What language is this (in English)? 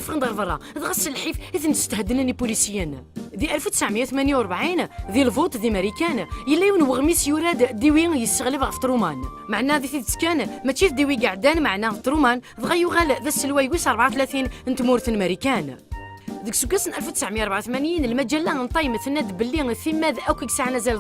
Kabyle